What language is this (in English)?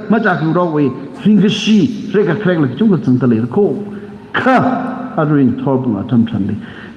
Tangkhul Naga (India)